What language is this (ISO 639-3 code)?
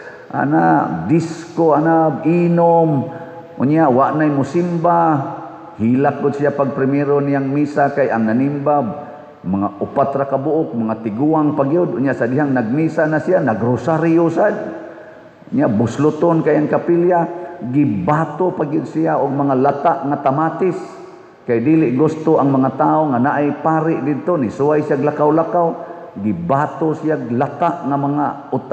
ceb